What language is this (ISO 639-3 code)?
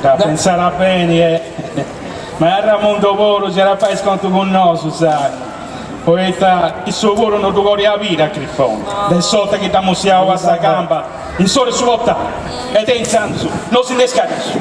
srd